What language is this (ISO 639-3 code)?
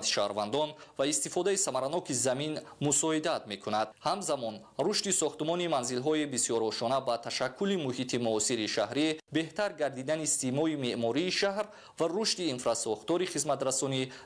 tgk